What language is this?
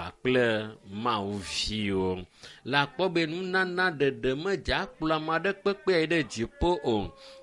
Ewe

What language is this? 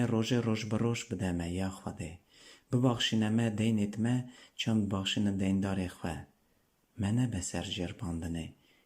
Kurdish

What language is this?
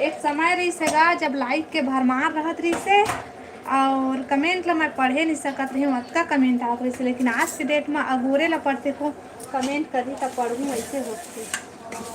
Chhattisgarhi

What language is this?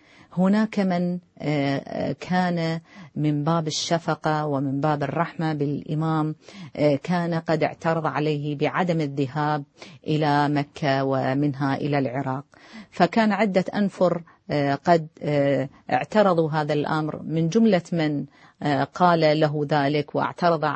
Arabic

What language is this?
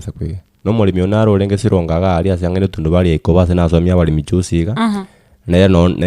Gusii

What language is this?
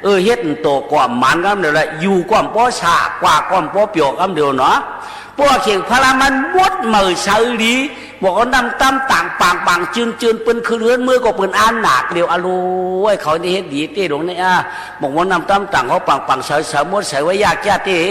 Shan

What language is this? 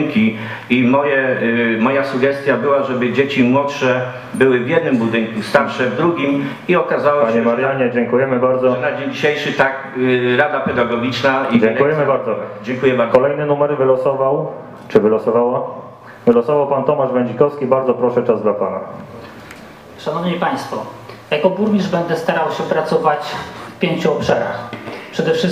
Polish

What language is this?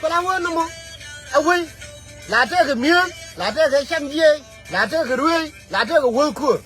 Nuer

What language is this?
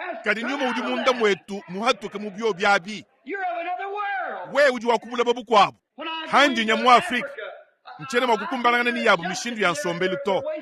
Luba-Lulua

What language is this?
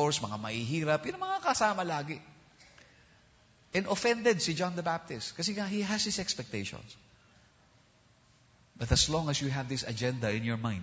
Filipino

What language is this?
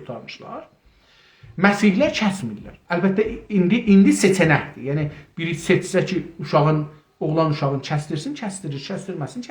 South Azerbaijani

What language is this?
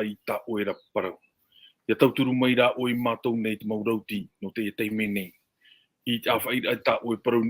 Tahitian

